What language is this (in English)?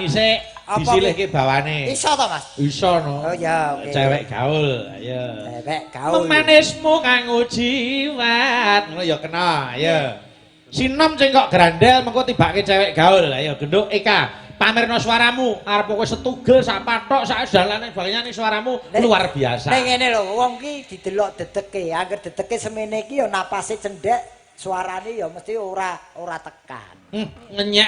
Javanese